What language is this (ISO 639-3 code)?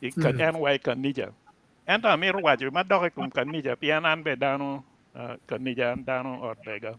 ach